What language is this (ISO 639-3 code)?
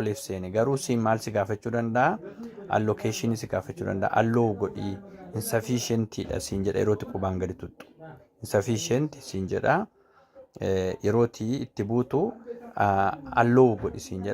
orm